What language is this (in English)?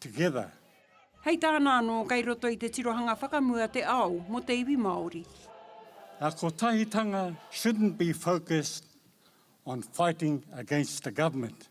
Māori